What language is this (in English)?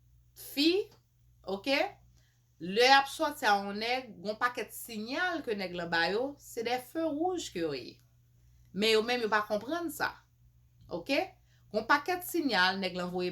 Haitian Creole